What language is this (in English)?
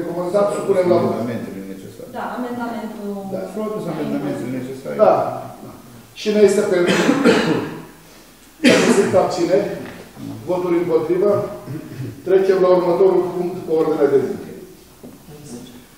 Romanian